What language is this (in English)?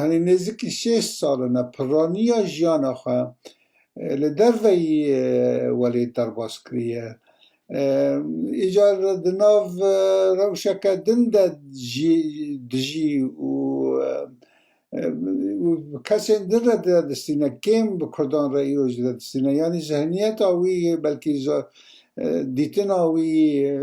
Kurdish